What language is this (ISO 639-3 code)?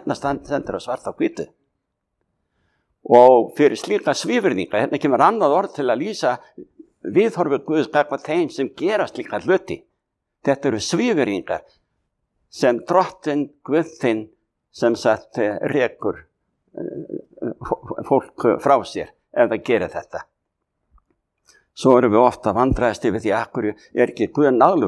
isl